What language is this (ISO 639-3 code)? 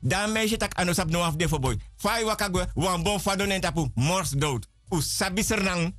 srn